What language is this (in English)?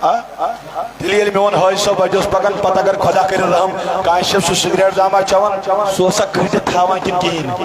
Kashmiri